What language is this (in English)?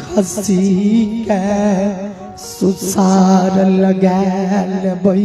Maithili